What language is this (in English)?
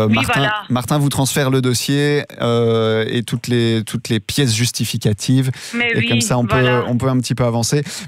French